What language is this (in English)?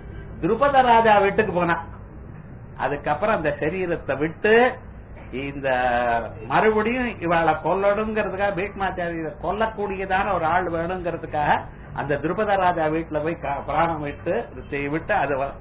Tamil